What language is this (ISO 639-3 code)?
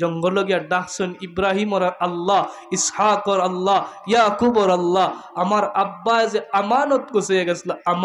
syl